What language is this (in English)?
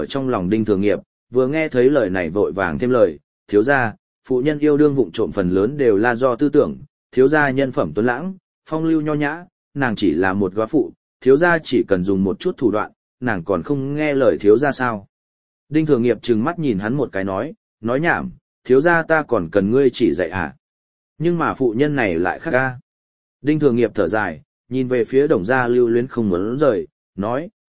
Vietnamese